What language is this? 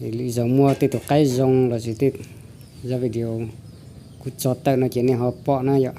Hmong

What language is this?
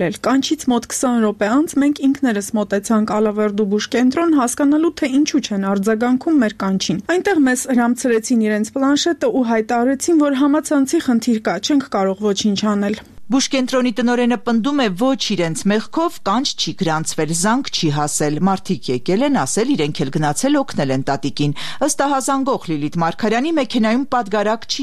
Armenian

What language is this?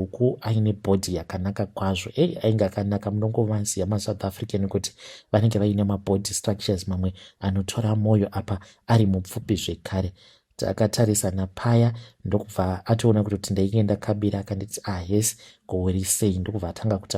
Shona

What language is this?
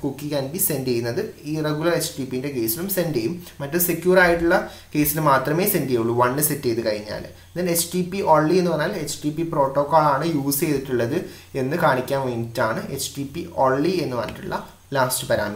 Malayalam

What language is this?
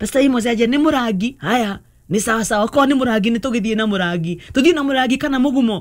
Kikuyu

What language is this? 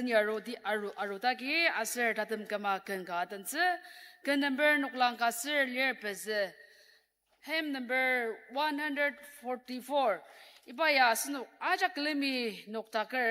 Ao Naga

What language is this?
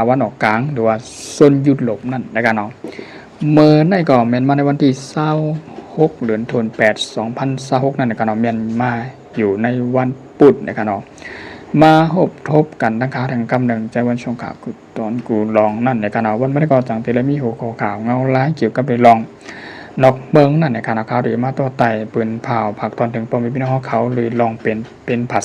Shan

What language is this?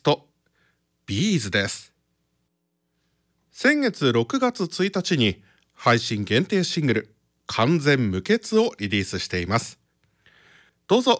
Japanese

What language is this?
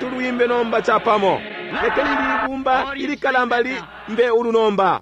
Bemba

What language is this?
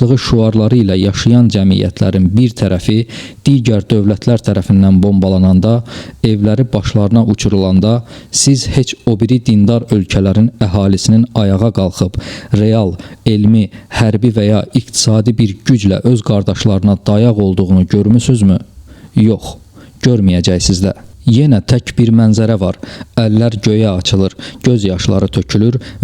Azerbaijani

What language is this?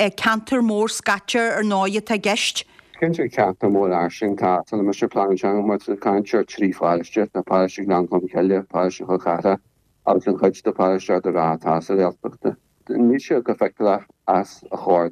Irish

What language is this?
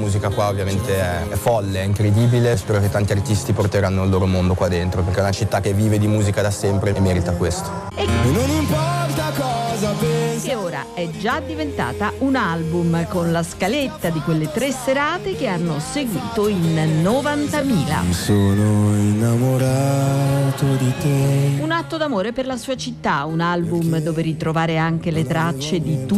Italian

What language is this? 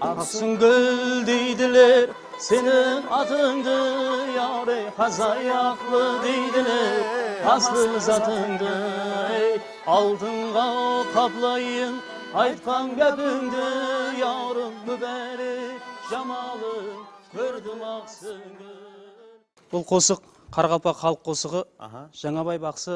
Kara-Kalpak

